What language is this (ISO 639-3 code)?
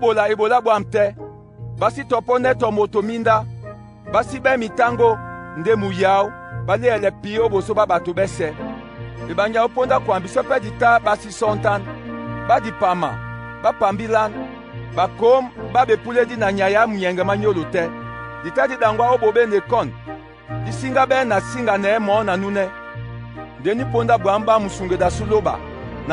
dua